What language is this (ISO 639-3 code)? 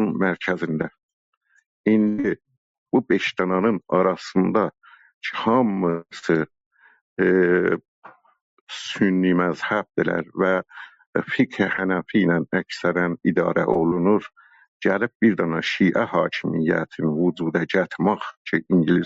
azb